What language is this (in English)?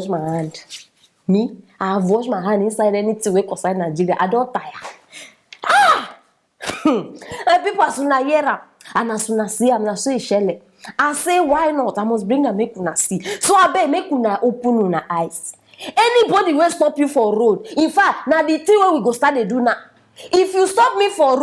Nigerian Pidgin